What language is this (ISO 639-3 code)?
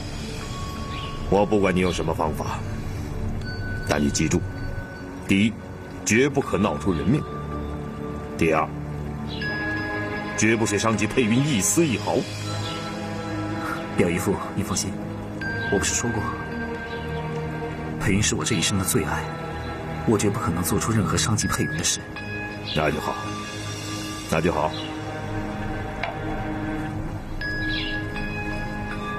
zho